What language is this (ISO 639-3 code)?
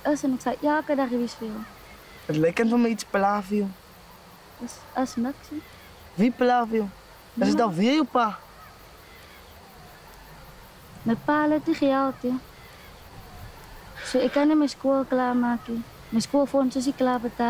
afr